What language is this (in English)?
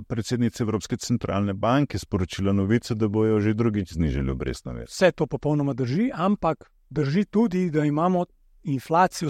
Slovenian